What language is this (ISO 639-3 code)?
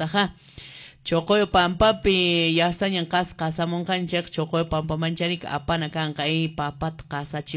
que